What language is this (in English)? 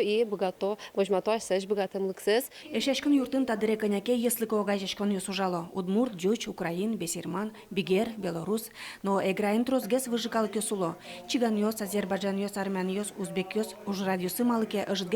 Udmurt